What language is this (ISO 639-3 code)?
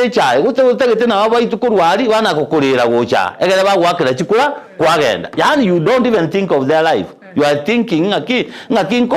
guz